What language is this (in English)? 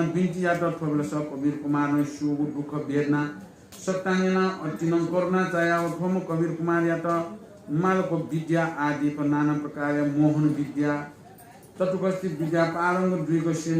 Newari